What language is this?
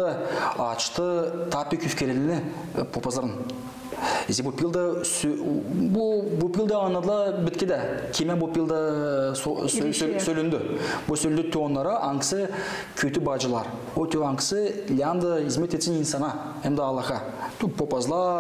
Gagauz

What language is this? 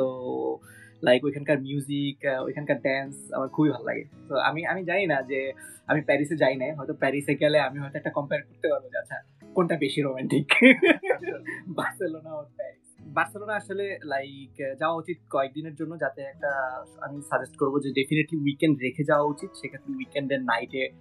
Bangla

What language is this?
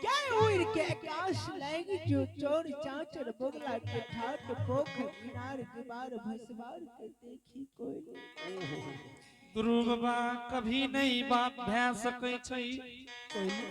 Angika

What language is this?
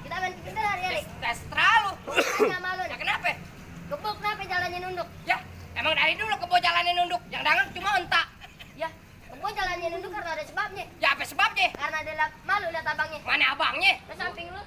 Betawi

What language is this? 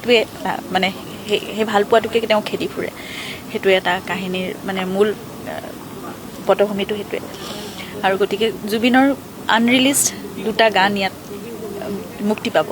Assamese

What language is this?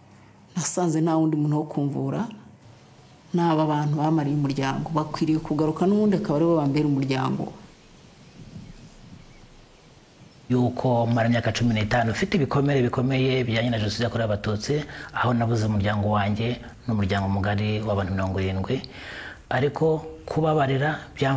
Kinyarwanda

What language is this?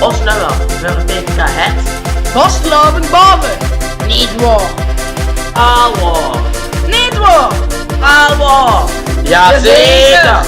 Limburgish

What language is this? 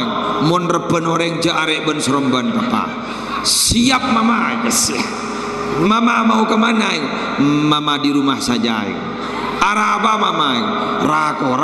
Madurese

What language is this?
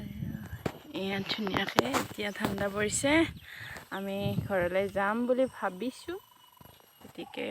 Assamese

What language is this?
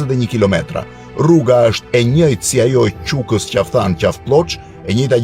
Albanian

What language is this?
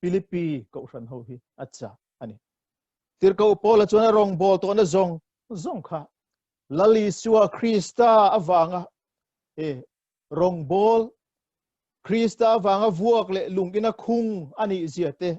Mizo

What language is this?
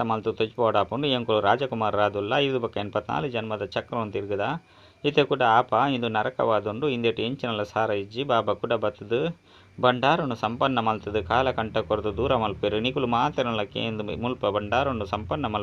Tulu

